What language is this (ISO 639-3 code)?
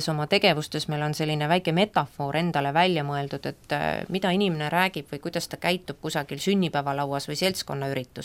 est